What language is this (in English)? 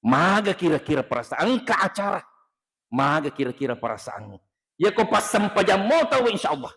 Buginese